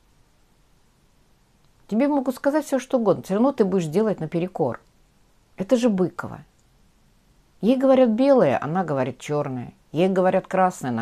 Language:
Russian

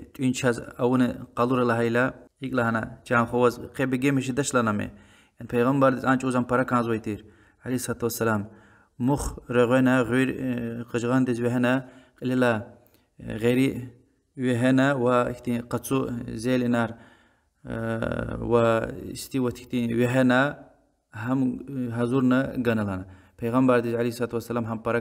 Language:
Lezghian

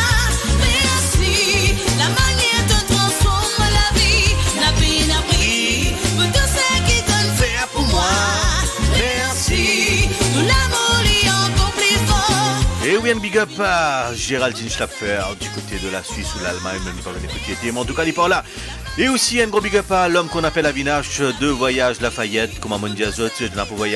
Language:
Morisyen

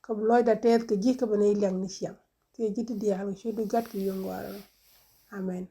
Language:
Nuer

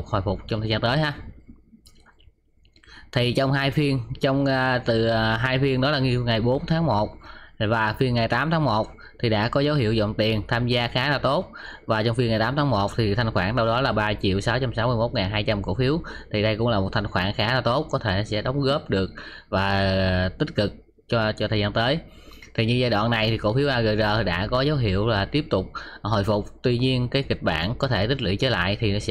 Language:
Vietnamese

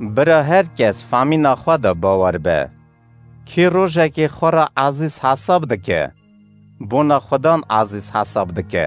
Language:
Kurdish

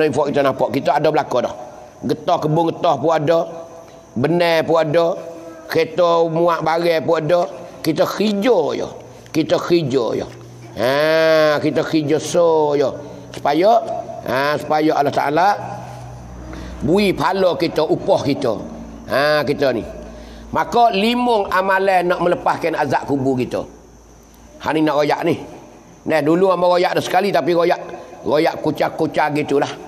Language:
Pattani Malay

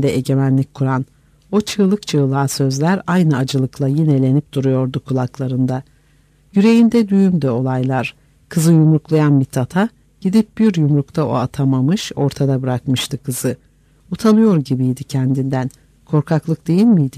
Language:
Turkish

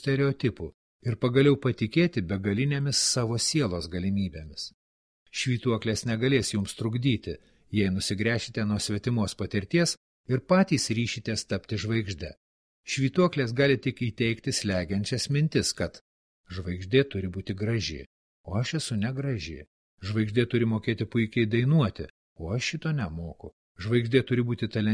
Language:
Lithuanian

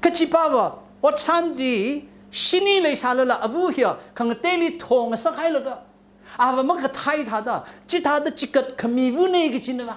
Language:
Tangkhul Naga (India)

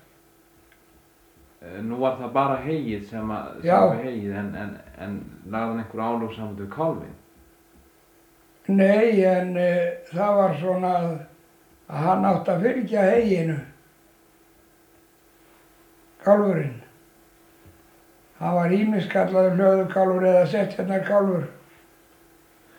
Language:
Icelandic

